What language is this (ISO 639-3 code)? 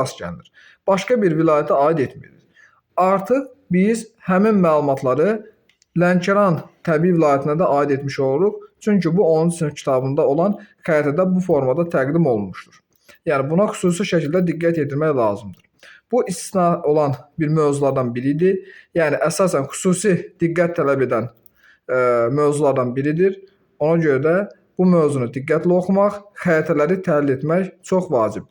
aze